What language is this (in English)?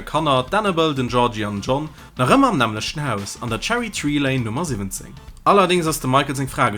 Luxembourgish